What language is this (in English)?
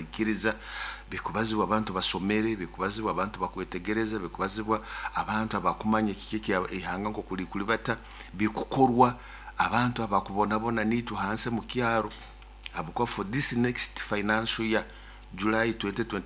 Nyoro